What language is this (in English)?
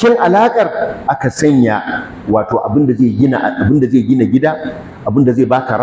Hausa